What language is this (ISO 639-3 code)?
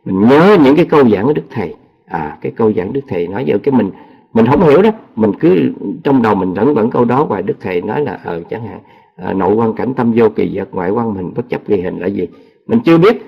vie